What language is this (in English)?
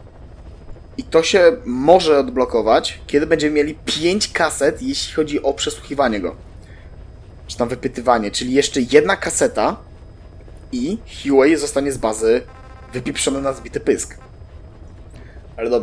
Polish